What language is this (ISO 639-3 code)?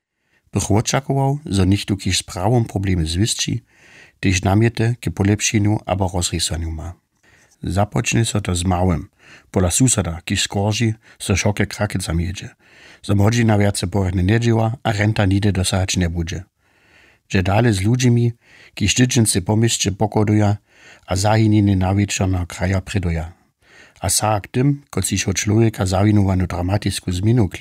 hsb